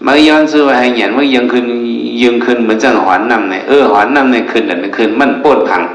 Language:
Shan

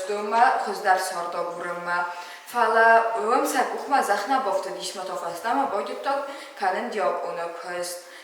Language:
Ossetic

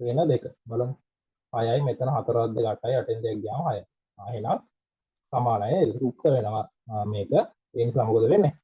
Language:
Sinhala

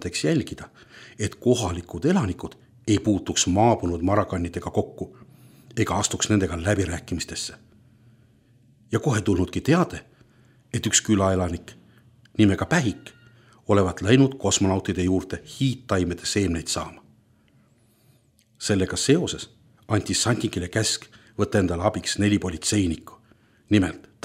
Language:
Estonian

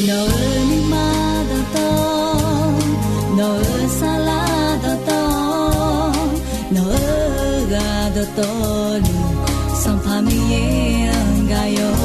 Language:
Akha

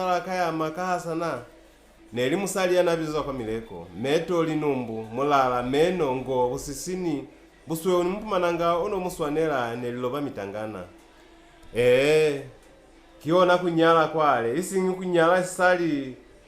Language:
Lozi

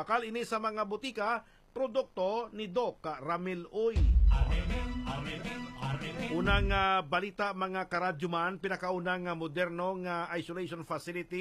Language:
Hiligaynon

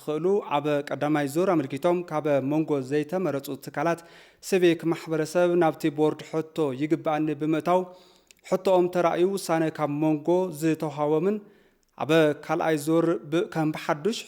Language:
Tigrinya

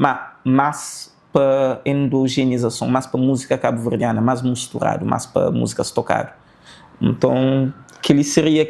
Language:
Kabuverdianu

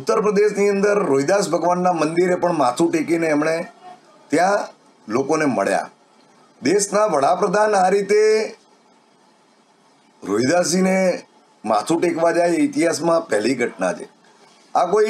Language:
Gujarati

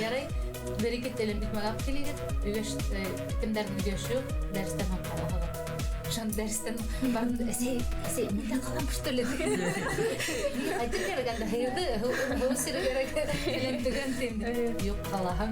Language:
Bashkir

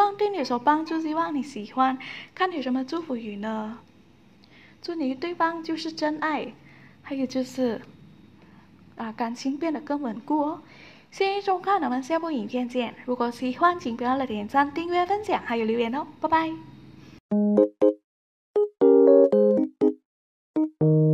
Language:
Chinese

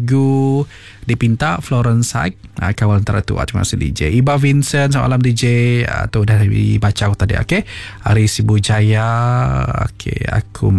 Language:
Iban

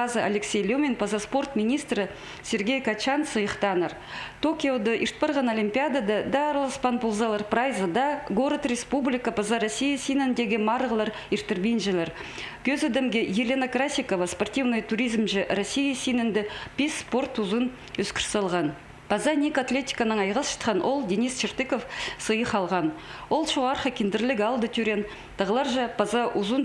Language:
Khakas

